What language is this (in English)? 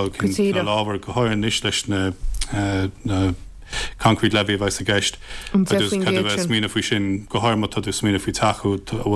Irish